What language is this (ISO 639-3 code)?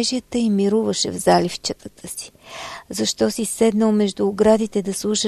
bul